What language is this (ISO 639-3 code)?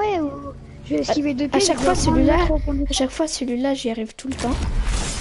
fra